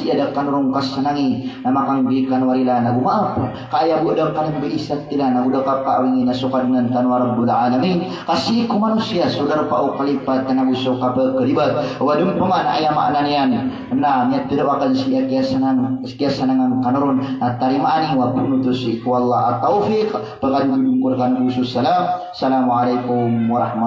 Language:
Maranao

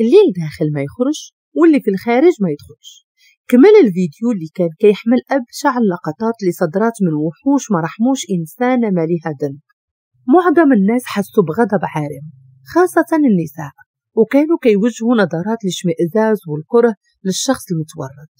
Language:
Moroccan Arabic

